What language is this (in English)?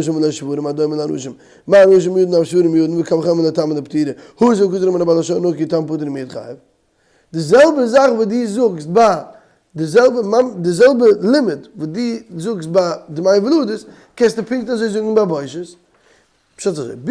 Yiddish